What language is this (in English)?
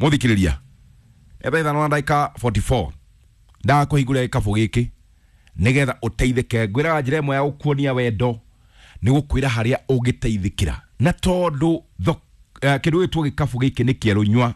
Kikuyu